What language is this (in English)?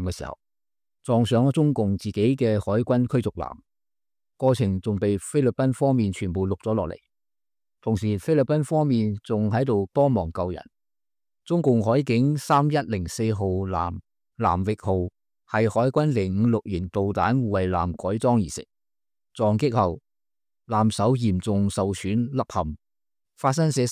Cantonese